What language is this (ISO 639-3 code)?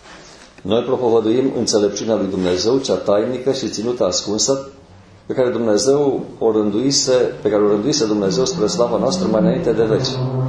ron